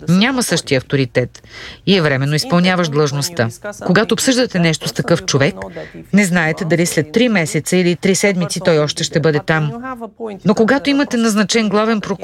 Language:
Bulgarian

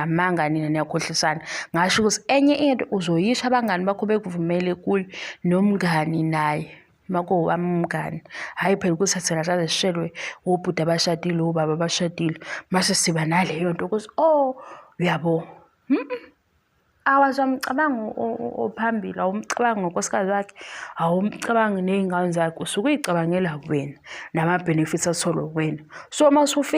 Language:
Zulu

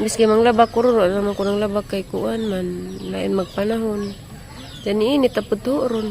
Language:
Cebuano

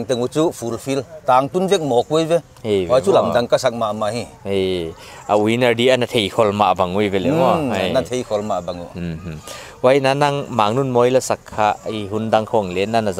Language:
Paite Chin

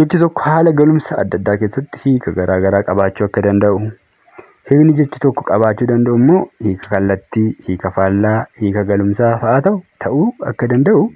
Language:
Oromo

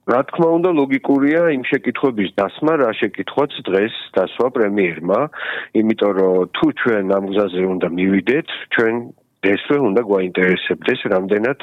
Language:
Georgian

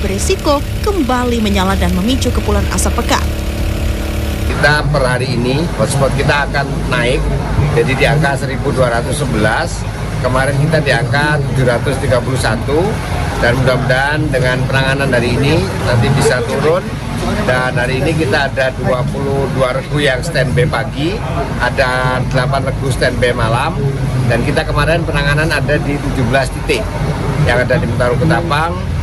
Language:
Indonesian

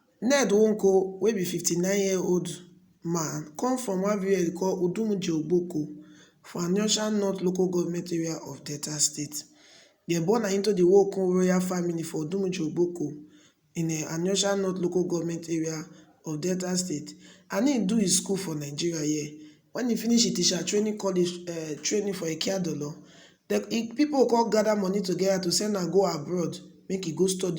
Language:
Nigerian Pidgin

